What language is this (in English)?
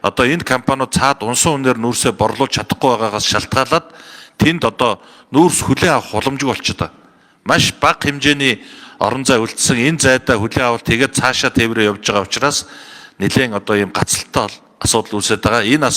Mongolian